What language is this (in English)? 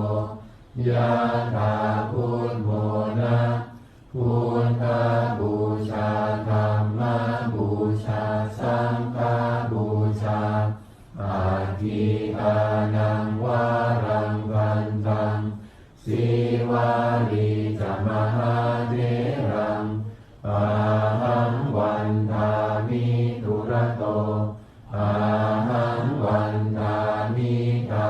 Pali